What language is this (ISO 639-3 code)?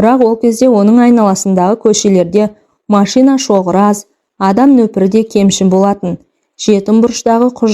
kaz